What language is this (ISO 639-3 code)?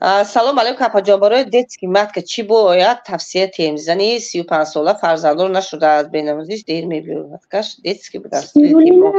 tgk